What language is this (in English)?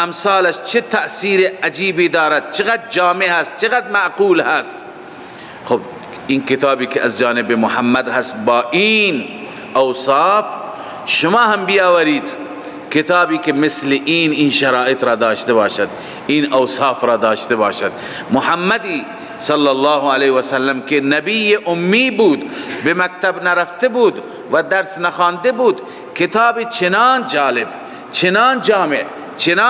Persian